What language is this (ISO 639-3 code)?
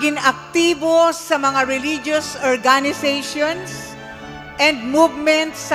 bik